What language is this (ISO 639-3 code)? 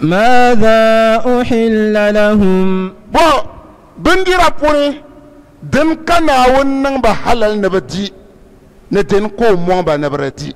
dag